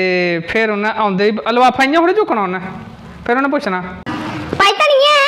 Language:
Dogri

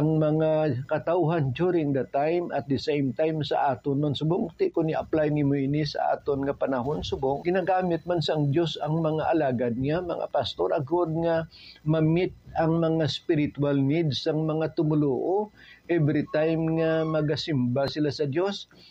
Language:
Hiligaynon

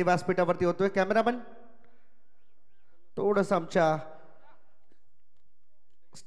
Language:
Marathi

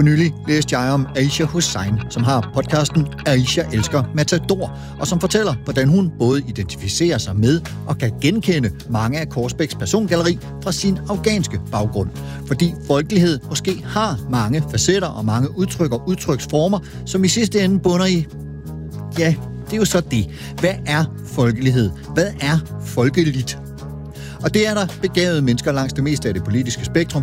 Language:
Danish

